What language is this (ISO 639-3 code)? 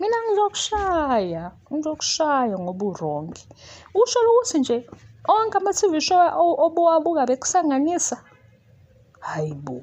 zul